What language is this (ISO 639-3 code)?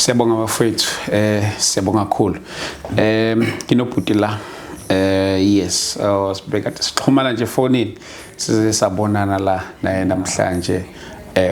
zul